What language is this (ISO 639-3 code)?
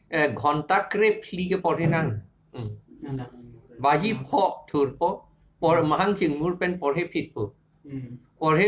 mjw